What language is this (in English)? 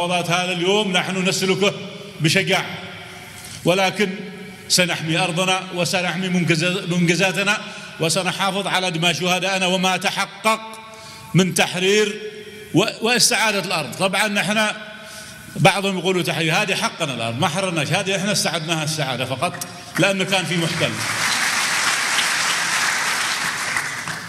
Arabic